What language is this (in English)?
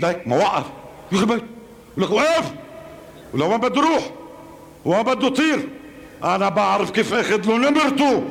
North Levantine Arabic